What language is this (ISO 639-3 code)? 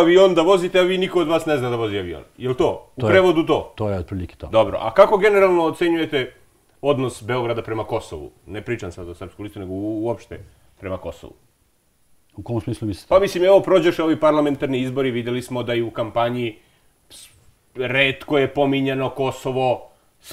srp